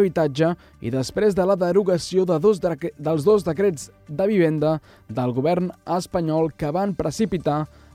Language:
Catalan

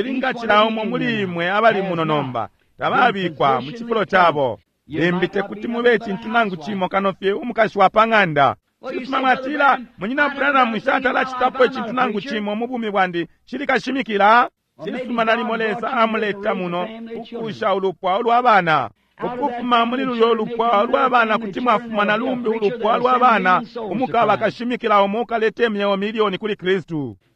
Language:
Bemba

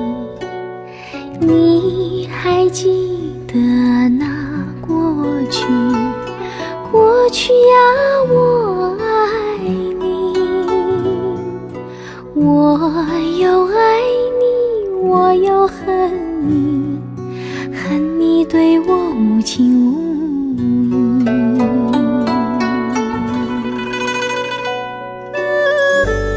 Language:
Chinese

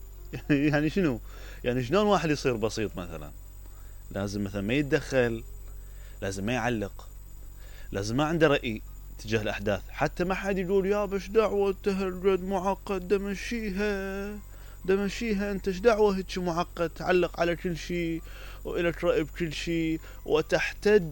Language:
Mesopotamian Arabic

